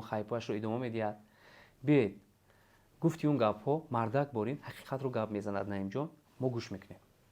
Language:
Tajik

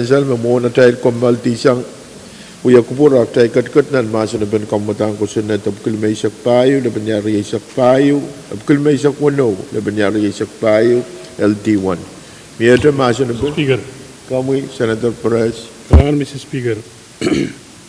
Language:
Pohnpeian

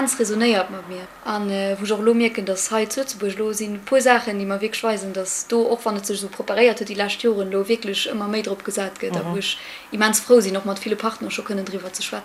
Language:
Luxembourgish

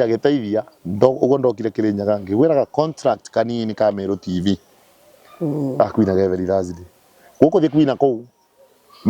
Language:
Kikuyu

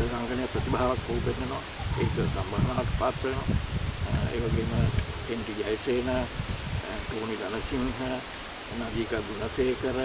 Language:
Sinhala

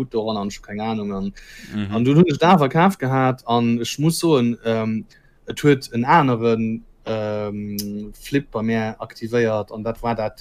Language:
Luxembourgish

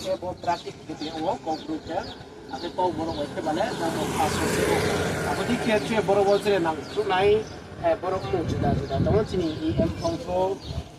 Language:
Riang (India)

